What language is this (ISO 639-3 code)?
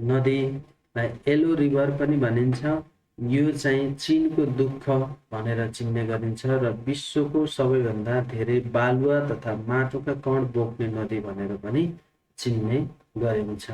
nep